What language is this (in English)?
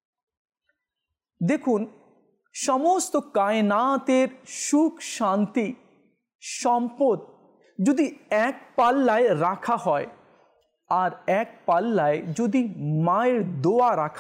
Bangla